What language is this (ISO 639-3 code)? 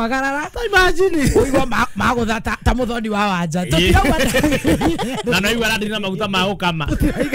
kik